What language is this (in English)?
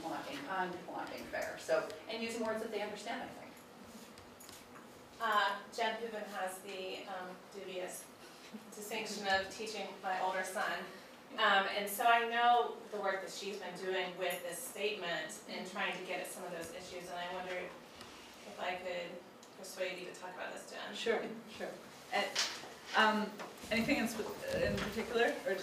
English